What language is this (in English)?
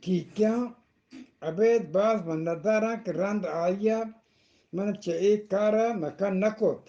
Eastern Balochi